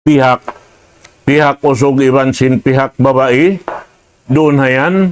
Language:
Tausug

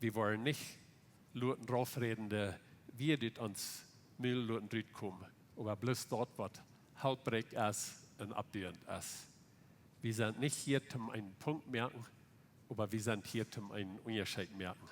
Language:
Plautdietsch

